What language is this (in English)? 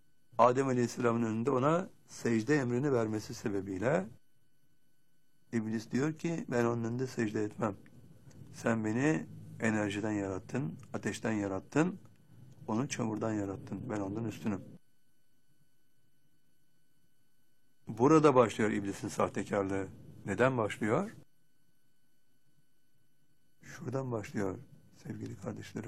Turkish